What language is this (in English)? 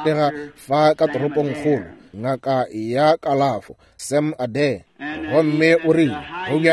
Northern Sotho